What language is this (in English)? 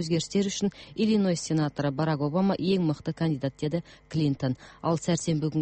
Kazakh